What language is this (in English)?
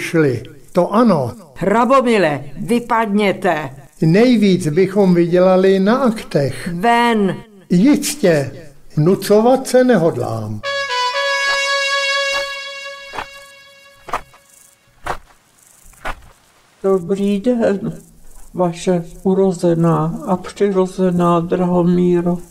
Czech